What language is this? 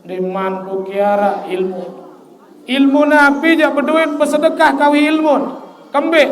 Sasak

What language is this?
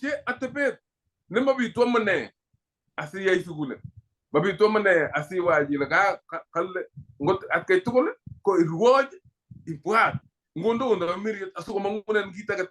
Kalenjin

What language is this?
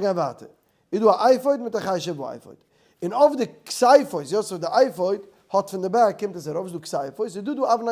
Yiddish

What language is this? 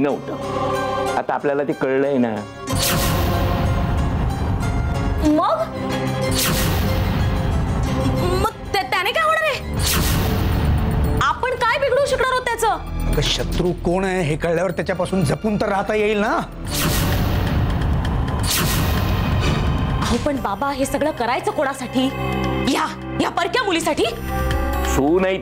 Marathi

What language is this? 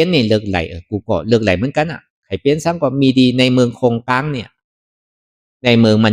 Shan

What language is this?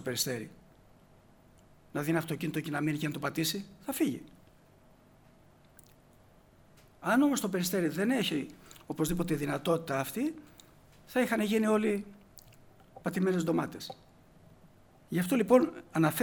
Greek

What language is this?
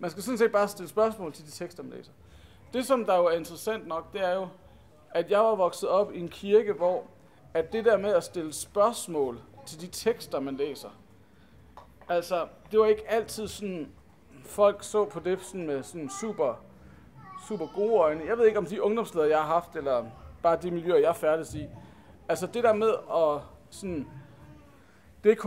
Danish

